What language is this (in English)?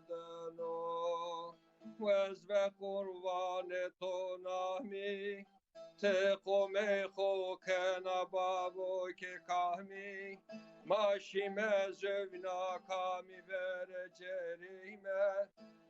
Zaza